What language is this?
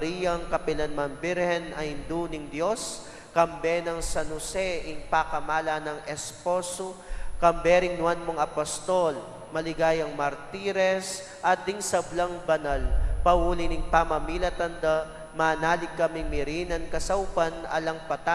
Pampanga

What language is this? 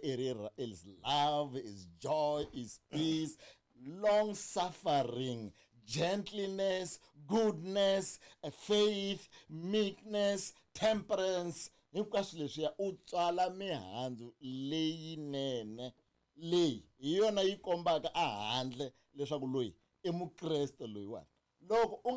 Tsonga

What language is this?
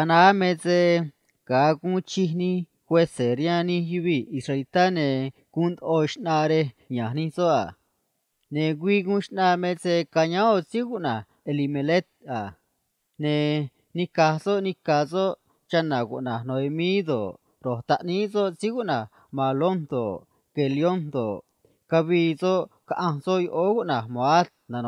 Copala Triqui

